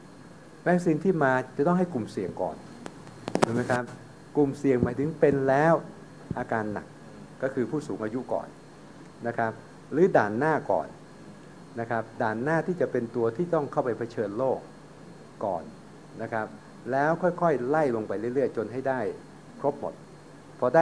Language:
Thai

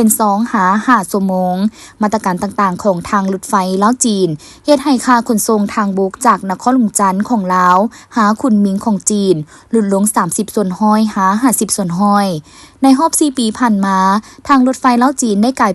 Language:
Lao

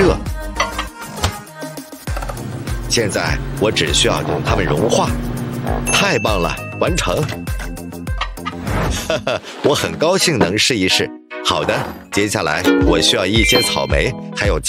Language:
Chinese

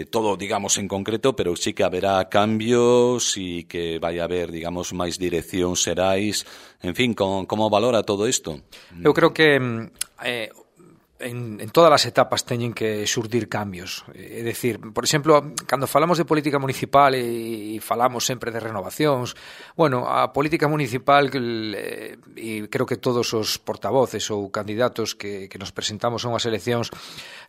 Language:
Galician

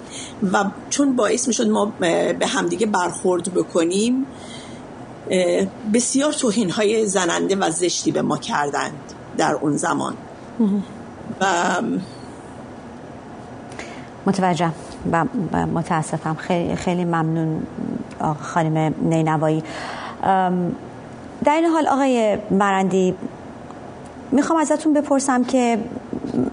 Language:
Persian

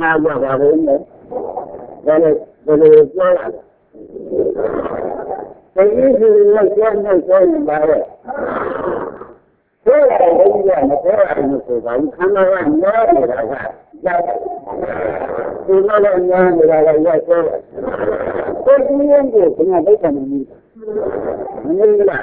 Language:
Burmese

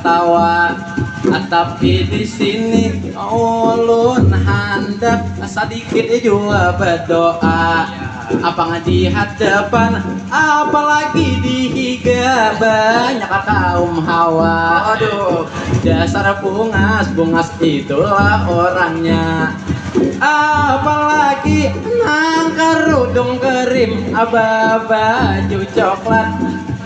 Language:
Banjar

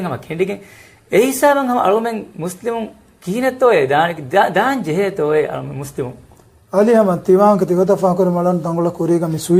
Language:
Divehi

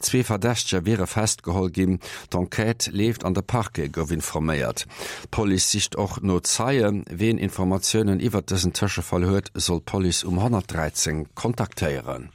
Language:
Luxembourgish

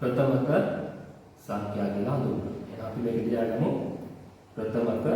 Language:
Sinhala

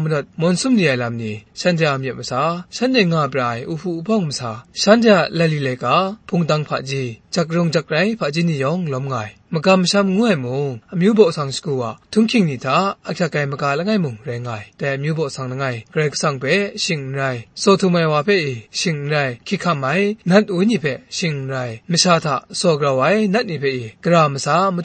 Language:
Kachin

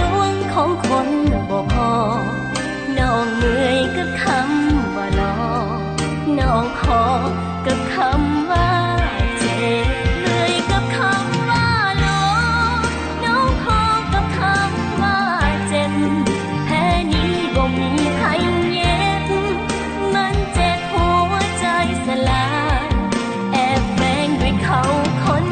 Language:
Thai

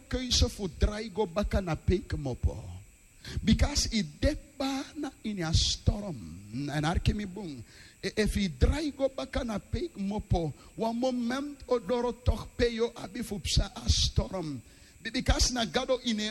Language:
Sranan Tongo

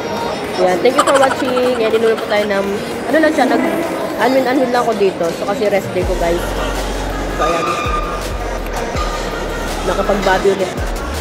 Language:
Filipino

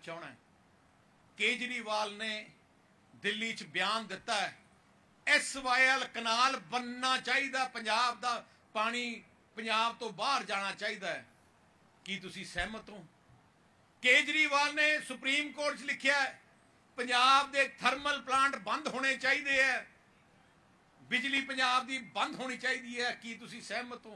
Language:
Punjabi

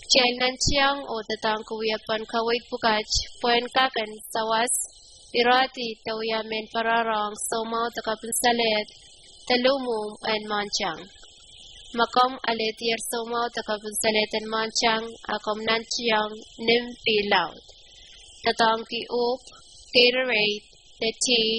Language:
Pohnpeian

